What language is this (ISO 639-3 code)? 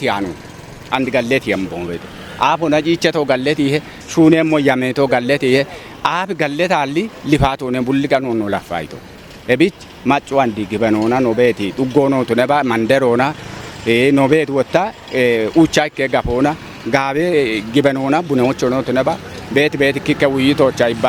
kbr